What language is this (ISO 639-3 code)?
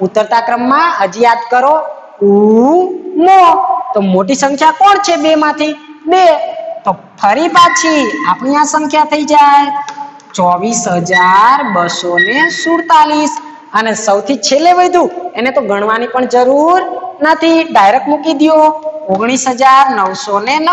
guj